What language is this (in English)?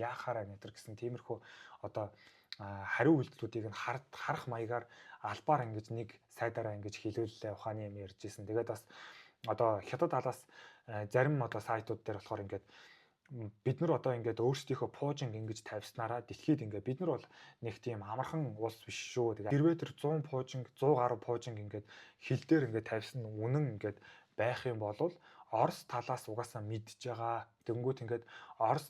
Mongolian